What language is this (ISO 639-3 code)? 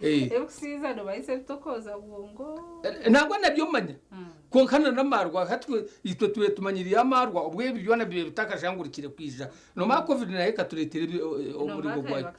nyn